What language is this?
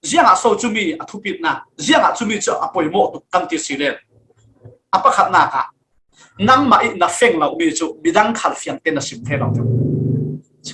Falam Chin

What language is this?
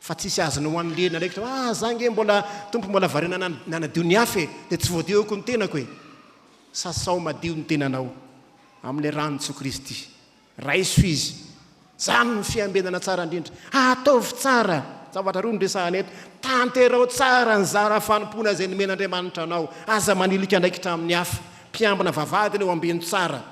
Malagasy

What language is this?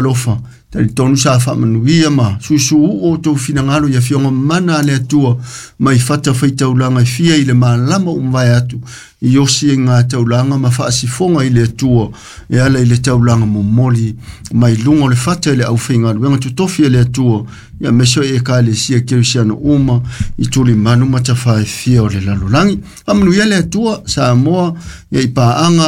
Samoan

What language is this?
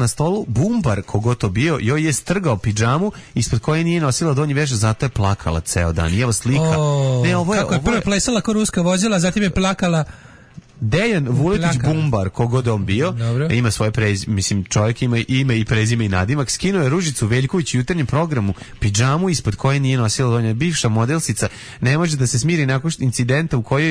Serbian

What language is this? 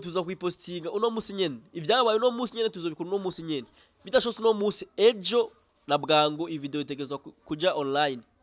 Rundi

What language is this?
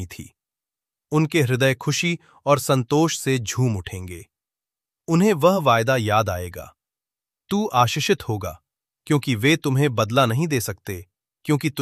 Hindi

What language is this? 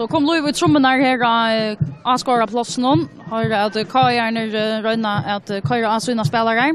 Faroese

